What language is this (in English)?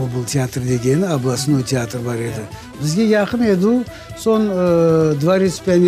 Crimean Tatar